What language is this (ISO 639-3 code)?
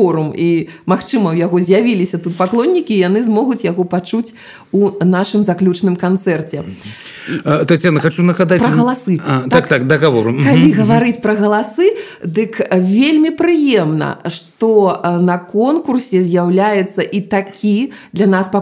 bel